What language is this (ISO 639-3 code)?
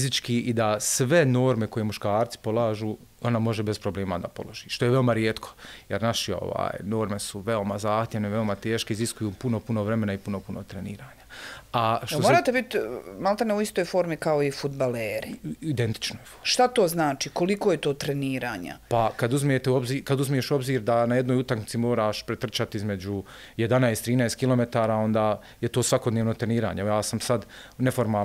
bos